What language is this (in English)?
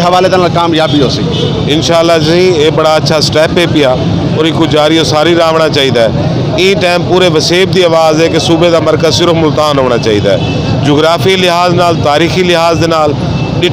Saraiki